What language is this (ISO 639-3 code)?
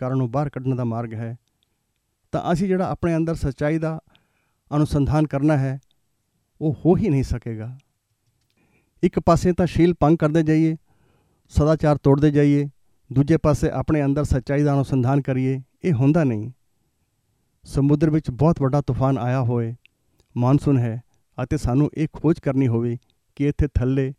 pan